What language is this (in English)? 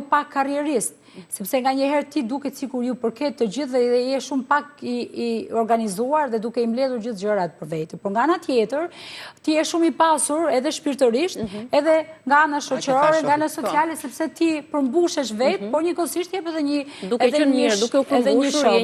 Albanian